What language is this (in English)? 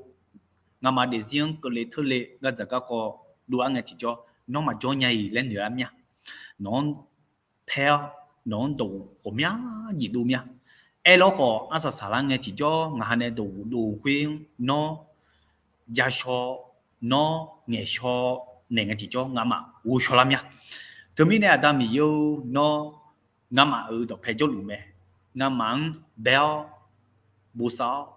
Akha